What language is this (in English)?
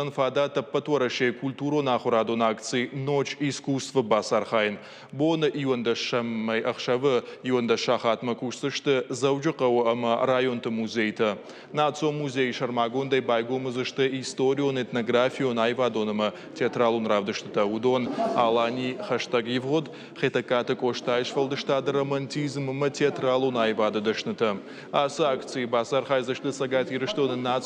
Ossetic